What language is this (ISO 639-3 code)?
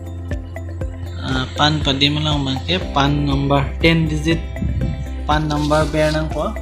mjw